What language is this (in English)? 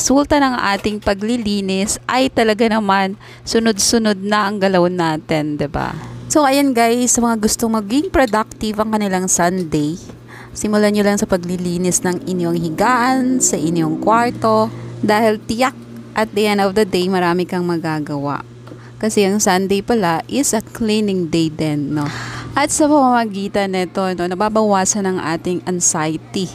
Filipino